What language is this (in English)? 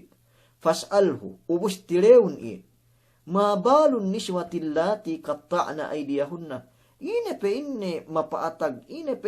Yakan